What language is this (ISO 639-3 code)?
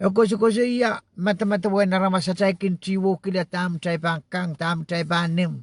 pon